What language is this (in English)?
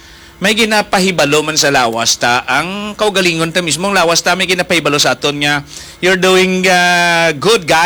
Hiligaynon